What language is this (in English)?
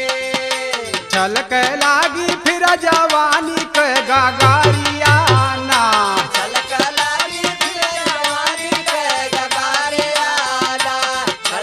Bhojpuri